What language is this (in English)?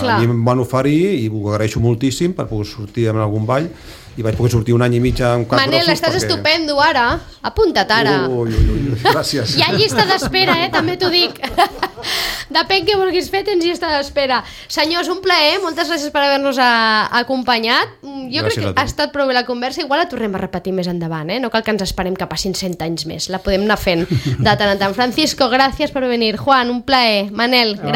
Catalan